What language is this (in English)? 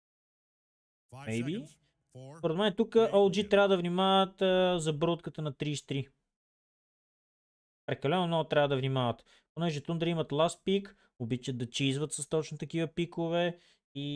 Bulgarian